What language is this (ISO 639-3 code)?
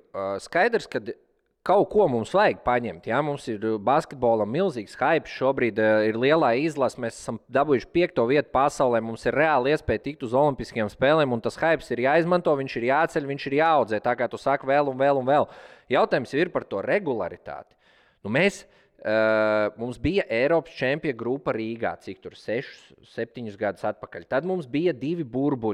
lav